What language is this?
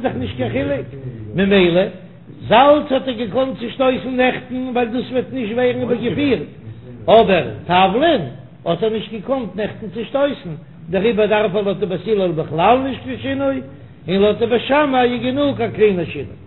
Yiddish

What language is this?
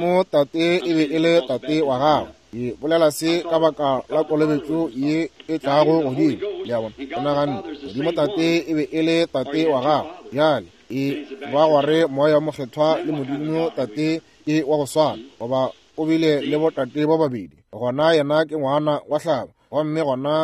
Northern Sotho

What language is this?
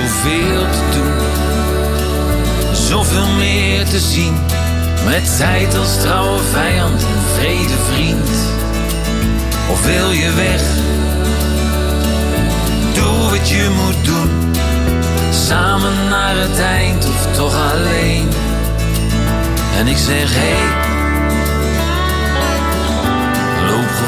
Dutch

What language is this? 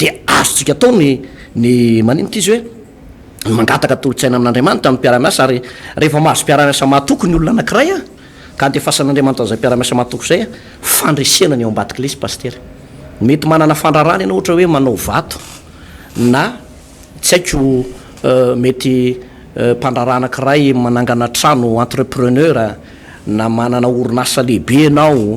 Malagasy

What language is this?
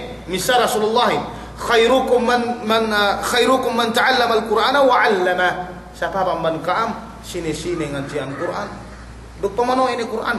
Yakan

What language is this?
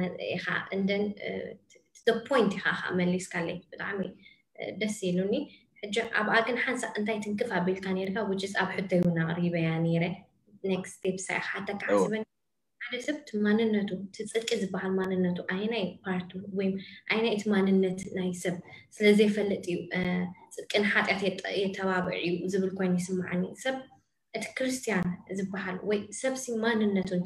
Tigrinya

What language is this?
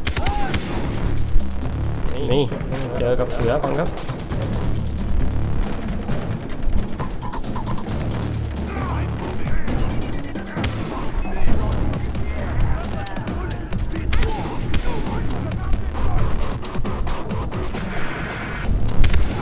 Thai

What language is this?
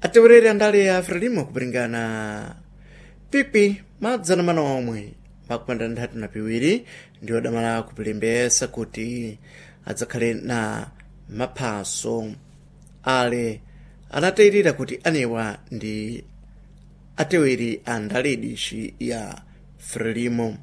Sena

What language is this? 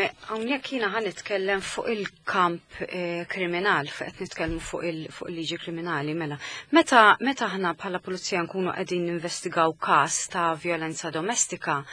Maltese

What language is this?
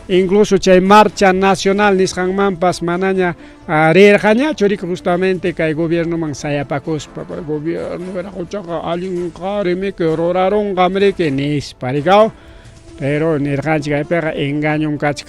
Ayacucho Quechua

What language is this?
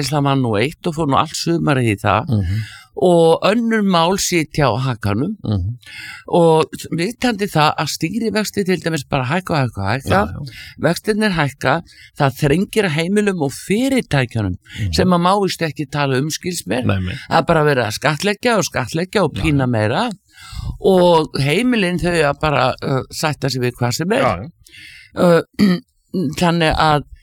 Icelandic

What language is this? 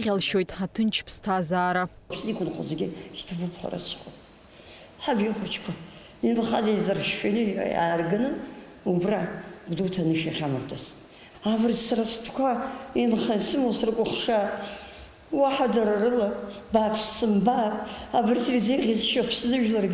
Abkhazian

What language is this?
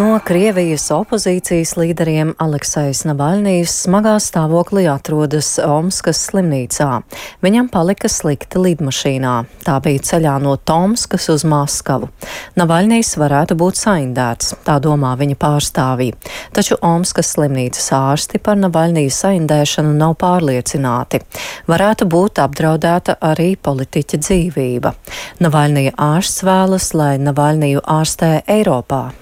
Latvian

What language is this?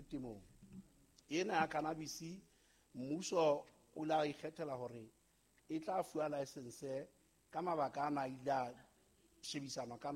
Southern Sotho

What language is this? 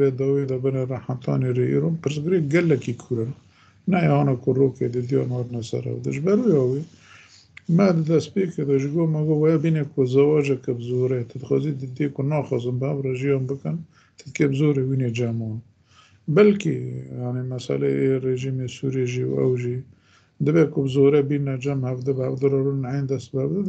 Kurdish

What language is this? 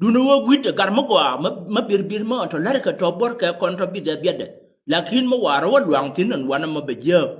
Nuer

